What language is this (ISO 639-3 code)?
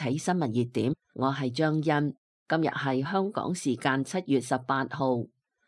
yue